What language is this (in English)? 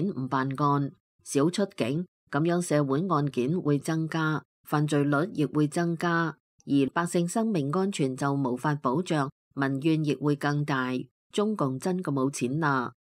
Cantonese